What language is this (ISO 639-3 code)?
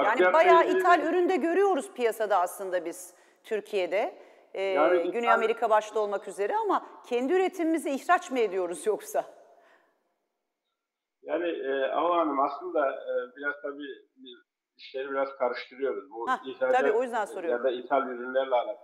tur